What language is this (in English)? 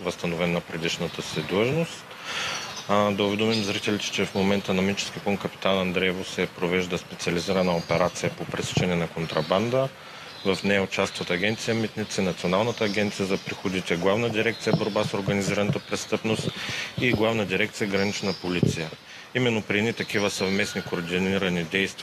Bulgarian